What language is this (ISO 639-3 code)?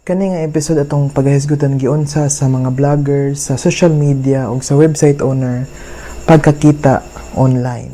ceb